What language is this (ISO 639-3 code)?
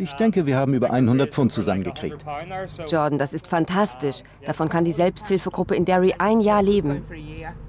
deu